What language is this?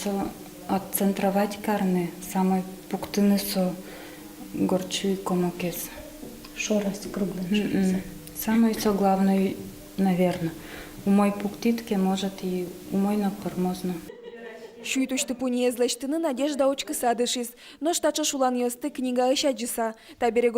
Udmurt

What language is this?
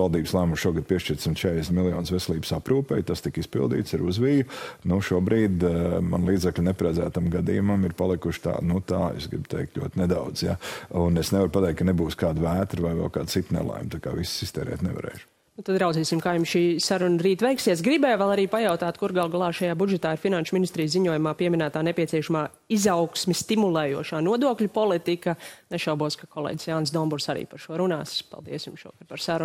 Latvian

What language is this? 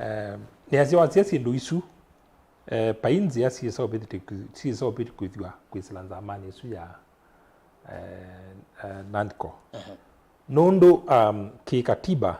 Kamba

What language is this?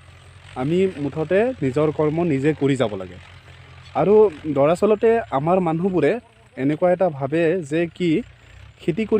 Assamese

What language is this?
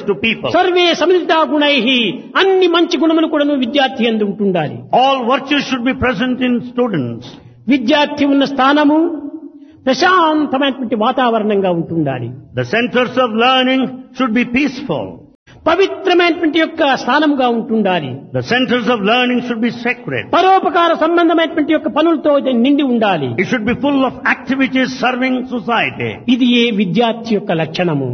Telugu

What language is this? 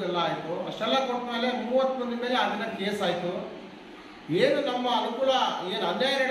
Kannada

